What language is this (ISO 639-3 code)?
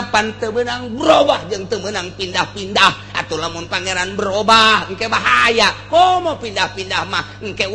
sun